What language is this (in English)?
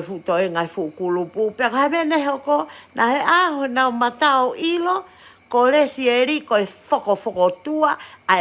Tongan